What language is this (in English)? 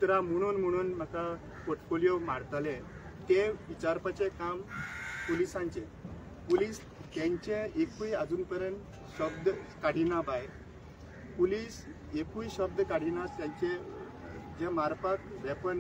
Konkani